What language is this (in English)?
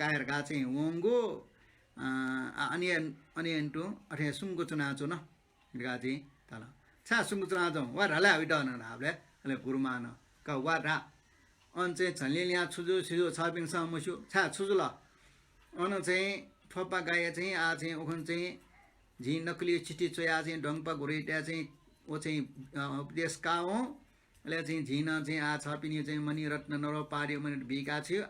Newari